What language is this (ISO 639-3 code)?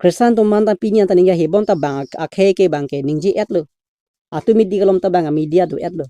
mjw